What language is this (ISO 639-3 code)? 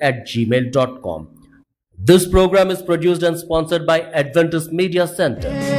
hin